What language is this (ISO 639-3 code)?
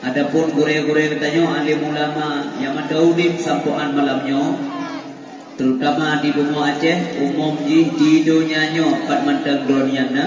ace